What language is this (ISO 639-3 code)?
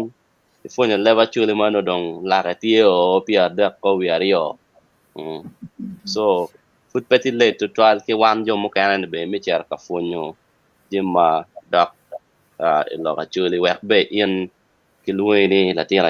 ach